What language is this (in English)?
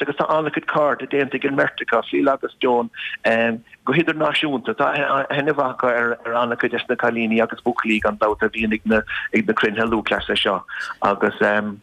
Irish